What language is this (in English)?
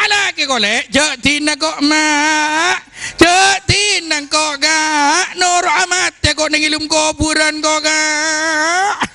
Madurese